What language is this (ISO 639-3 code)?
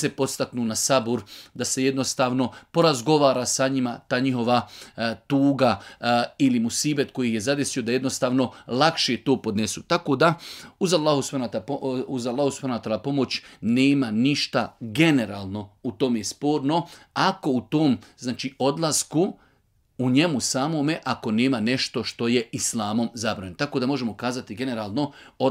bos